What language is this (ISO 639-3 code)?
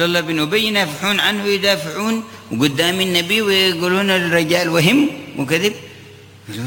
ara